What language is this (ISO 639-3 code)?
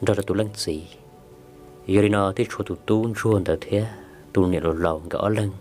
hmn